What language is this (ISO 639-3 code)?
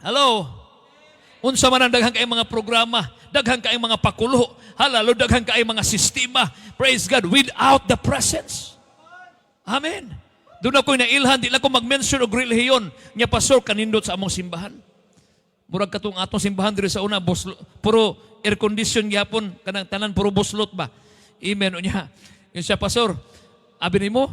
ceb